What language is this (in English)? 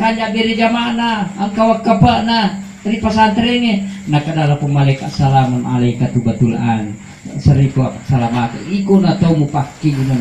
Buginese